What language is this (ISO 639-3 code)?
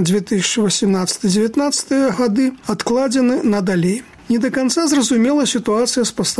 bel